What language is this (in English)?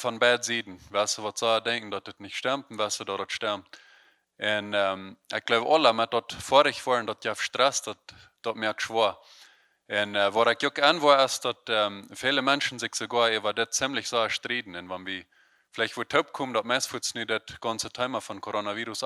Plautdietsch